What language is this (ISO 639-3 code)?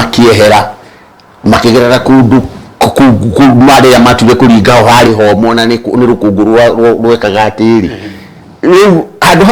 kik